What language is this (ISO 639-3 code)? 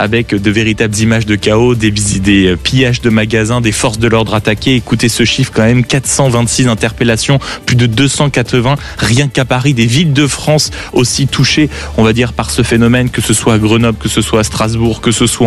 fra